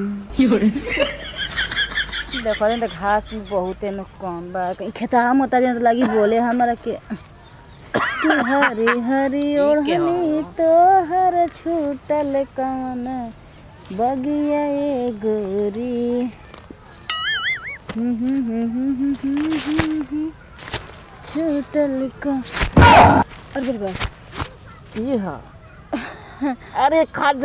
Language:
Bhojpuri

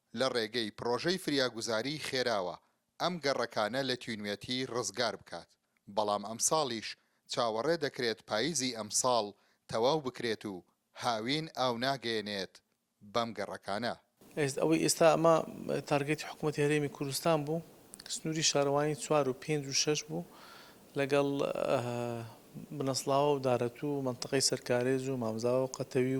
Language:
Central Kurdish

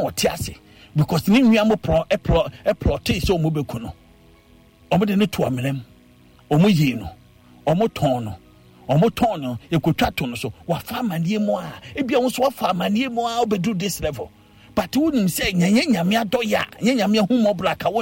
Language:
Akan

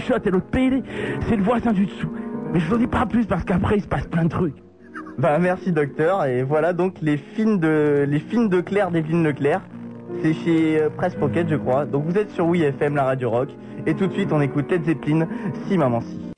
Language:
French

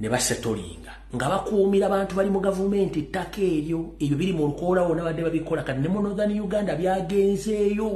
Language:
Ganda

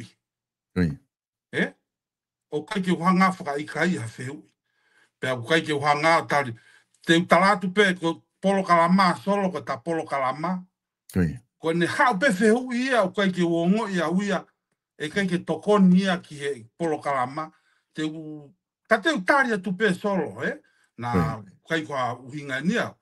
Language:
Tongan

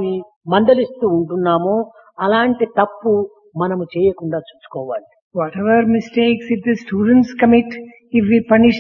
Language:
Telugu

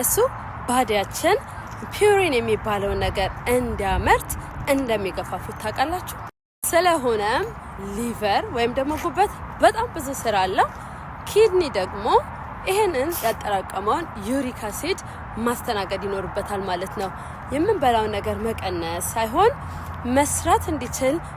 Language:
Amharic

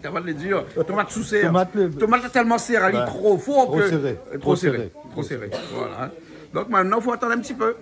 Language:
Réunion Creole French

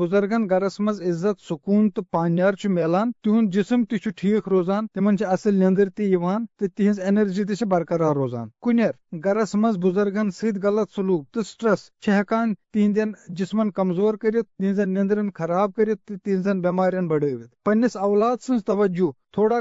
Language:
Kashmiri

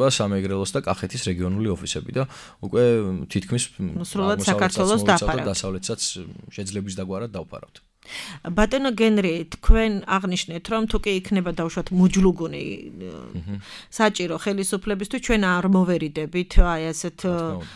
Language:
Georgian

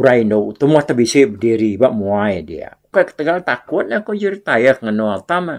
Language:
Iban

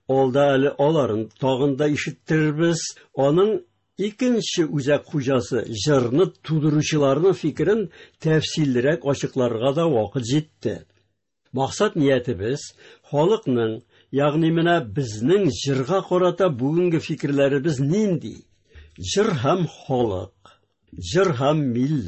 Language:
Tatar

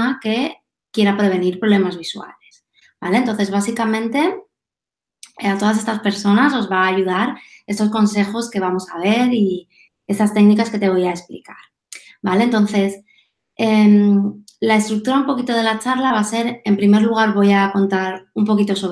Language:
Spanish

